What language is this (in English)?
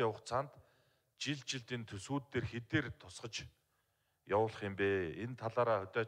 Mongolian